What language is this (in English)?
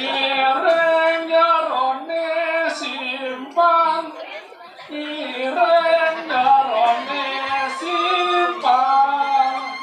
Balinese